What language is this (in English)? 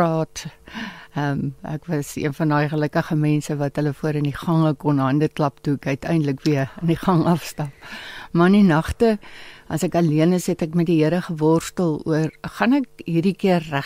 Afrikaans